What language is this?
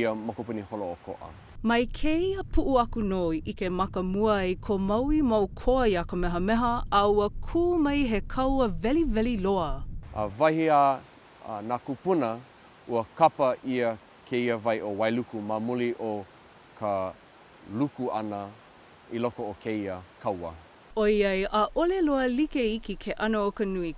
Hawaiian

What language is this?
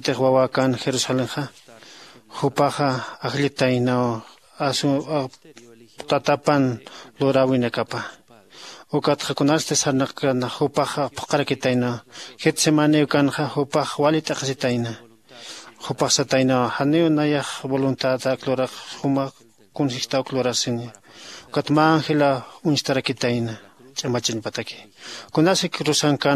Aymara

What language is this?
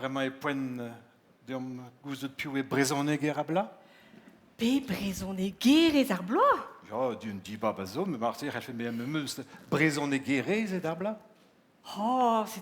Breton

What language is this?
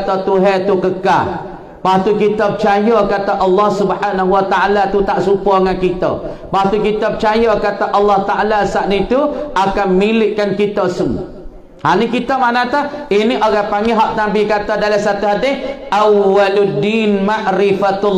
Malay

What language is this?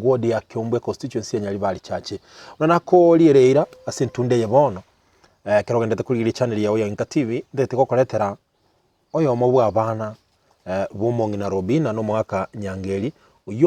Gusii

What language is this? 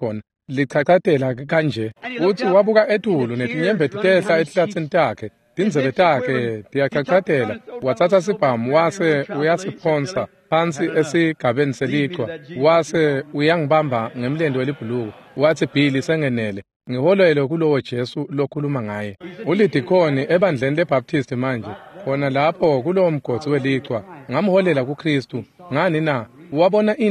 Swati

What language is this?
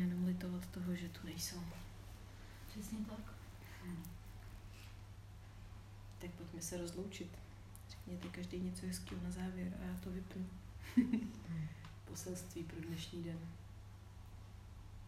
Czech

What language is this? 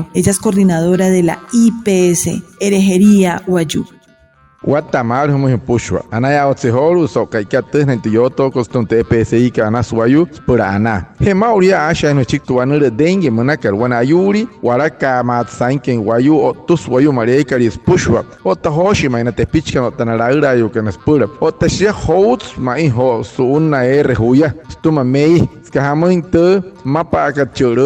Wayuu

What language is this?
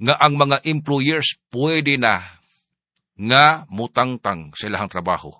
Cebuano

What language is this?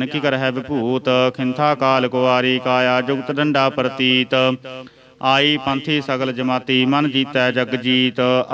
Punjabi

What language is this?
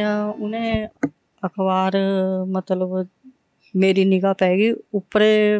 Punjabi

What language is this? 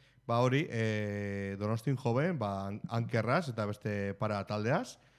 Basque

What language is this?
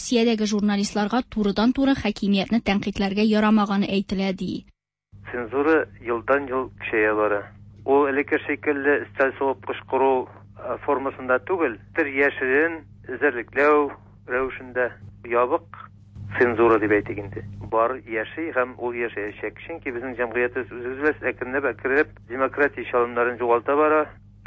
Tatar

